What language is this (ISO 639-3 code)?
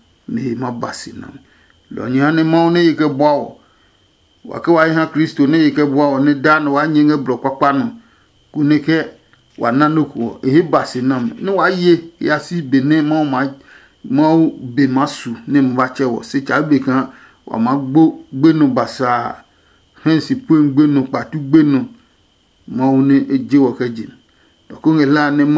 ada